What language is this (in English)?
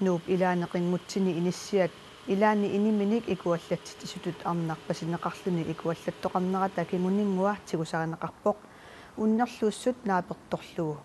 Kalaallisut